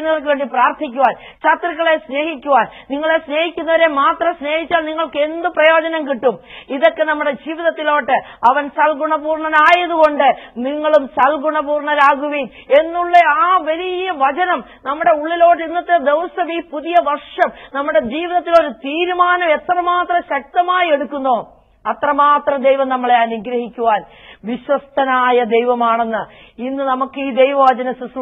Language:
Malayalam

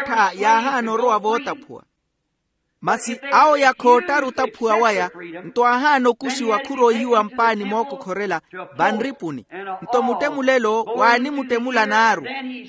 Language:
Makhuwa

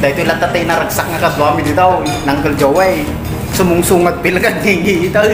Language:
Iloko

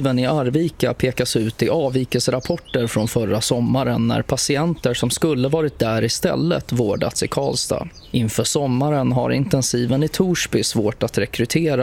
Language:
Swedish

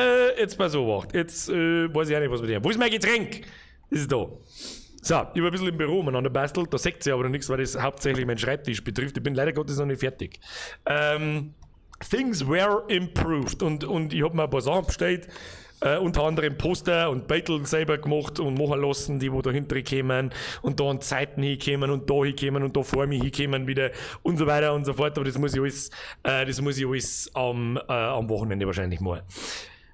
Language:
Bavarian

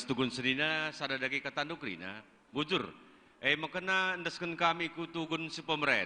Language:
Batak Karo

